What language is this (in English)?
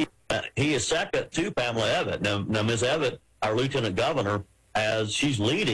English